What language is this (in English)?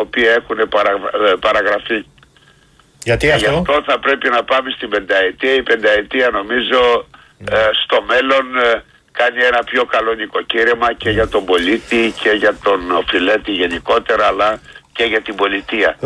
Greek